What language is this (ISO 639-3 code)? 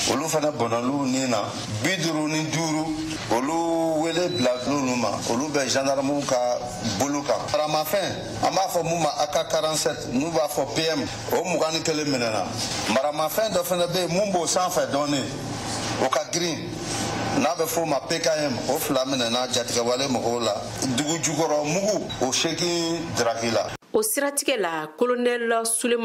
bam